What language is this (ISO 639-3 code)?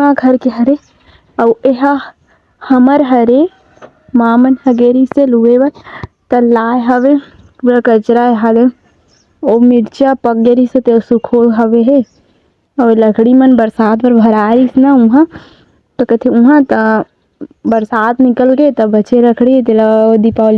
hne